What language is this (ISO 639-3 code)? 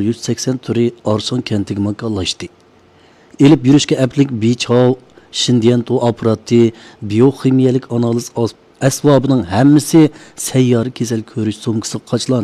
uig